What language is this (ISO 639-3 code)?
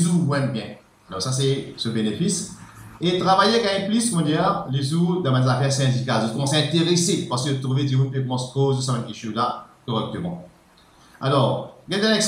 mfe